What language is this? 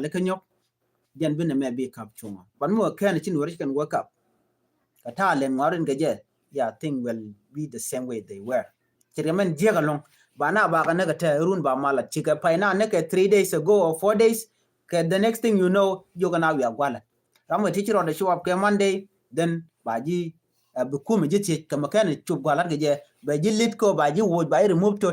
Nuer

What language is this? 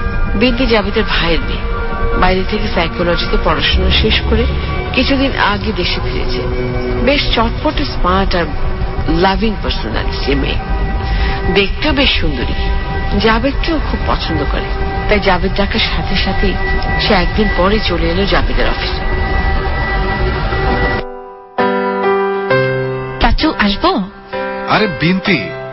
Bangla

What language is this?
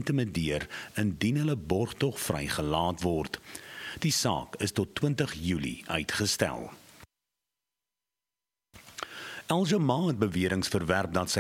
Afrikaans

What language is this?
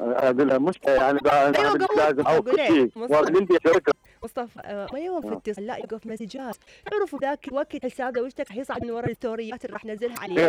Mesopotamian Arabic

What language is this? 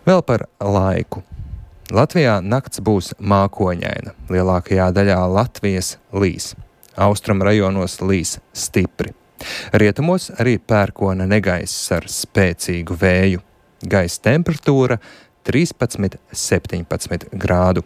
Latvian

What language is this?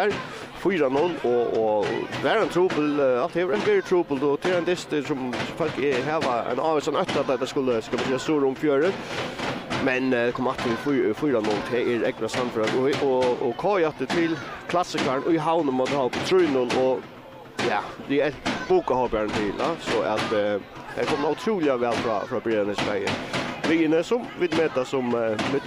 Faroese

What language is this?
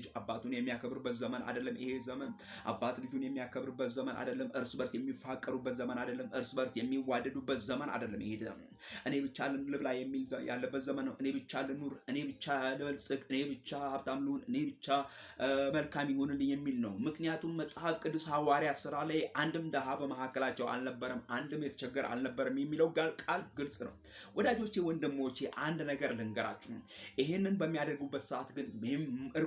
Amharic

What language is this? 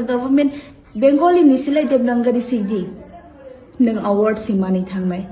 Kok Borok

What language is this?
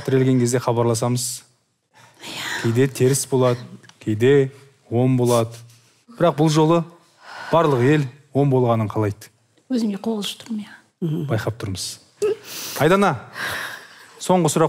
Kazakh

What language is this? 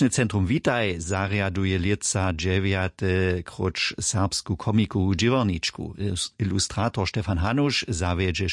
Upper Sorbian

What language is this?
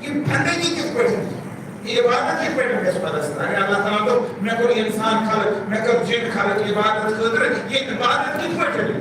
Kashmiri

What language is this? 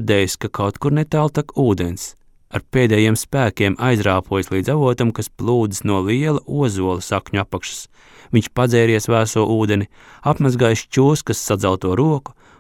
Latvian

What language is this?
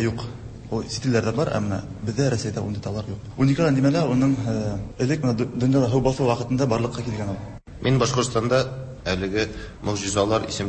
Tatar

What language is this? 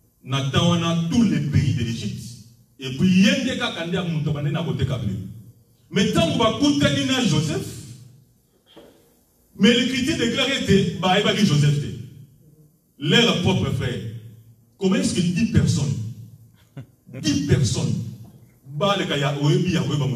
French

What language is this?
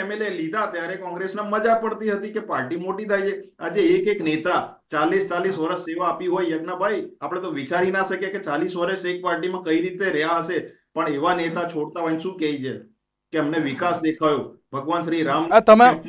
Gujarati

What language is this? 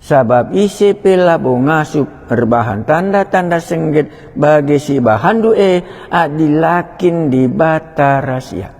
Batak Karo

